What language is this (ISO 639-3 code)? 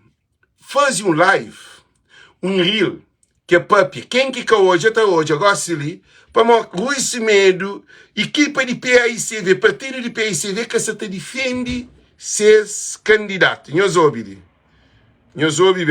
kea